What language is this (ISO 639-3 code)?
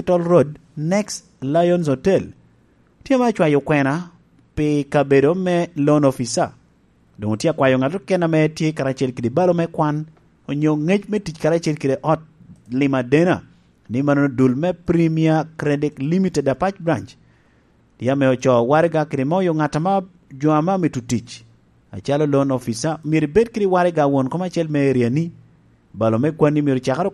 laj